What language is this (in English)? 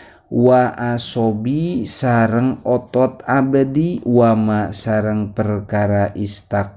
Sundanese